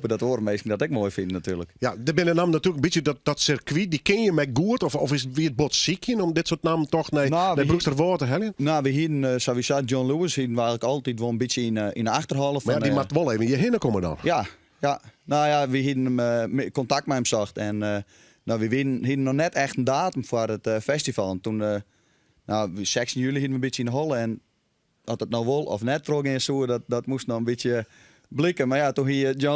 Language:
Western Frisian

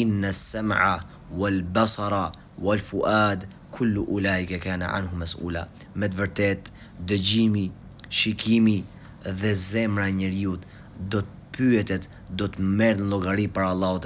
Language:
Albanian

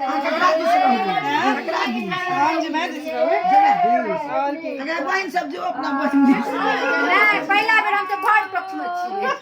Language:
Maithili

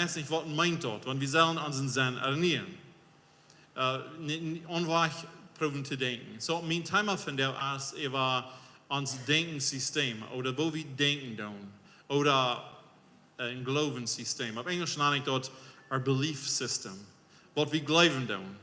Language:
Plautdietsch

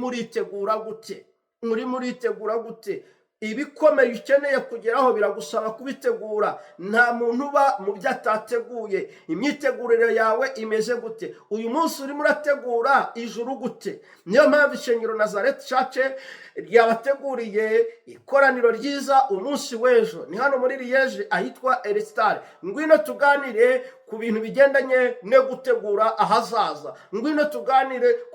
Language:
Kinyarwanda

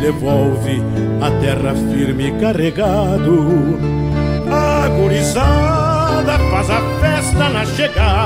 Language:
Portuguese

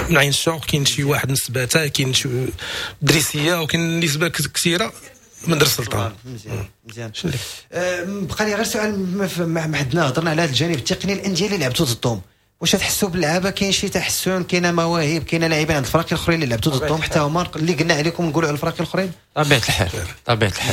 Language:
Moroccan Arabic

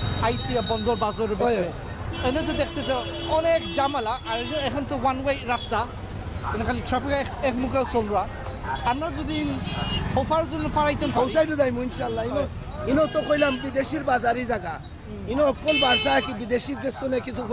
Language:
Sylheti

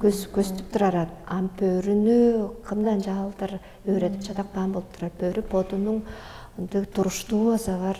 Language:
Tuvinian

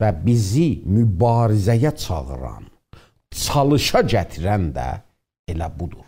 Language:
South Azerbaijani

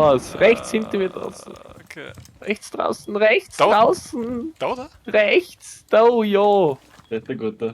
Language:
Bavarian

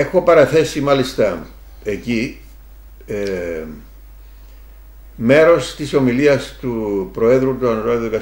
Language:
Greek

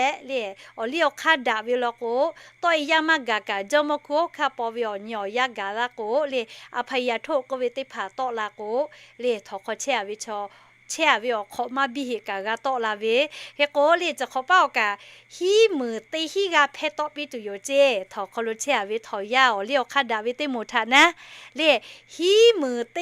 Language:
Lahu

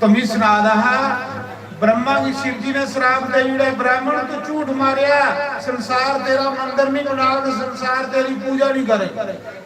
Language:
Dogri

